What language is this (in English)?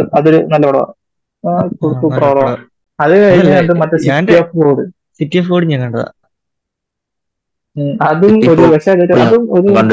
Malayalam